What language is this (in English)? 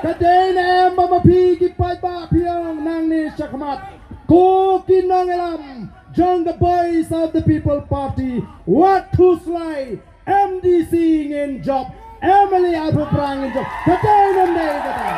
Khasi